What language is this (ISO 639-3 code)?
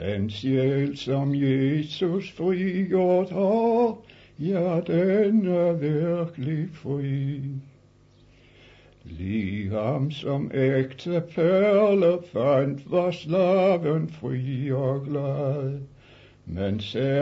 dan